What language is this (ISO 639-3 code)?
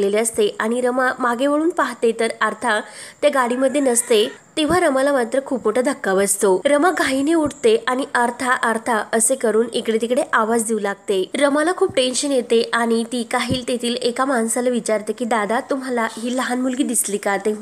mar